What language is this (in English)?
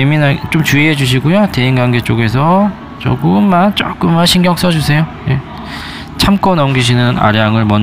Korean